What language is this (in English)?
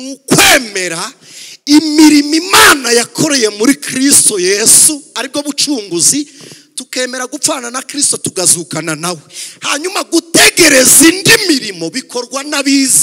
Kinyarwanda